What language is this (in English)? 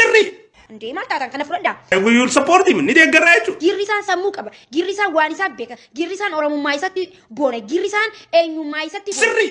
Oromo